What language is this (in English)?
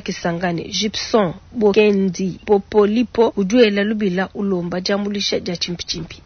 Luba-Lulua